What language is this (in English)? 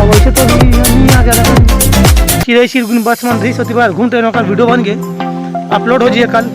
Chhattisgarhi